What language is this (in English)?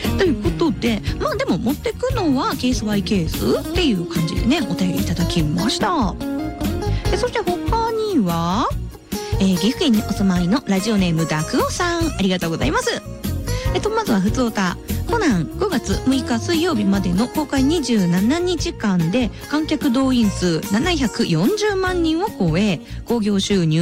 Japanese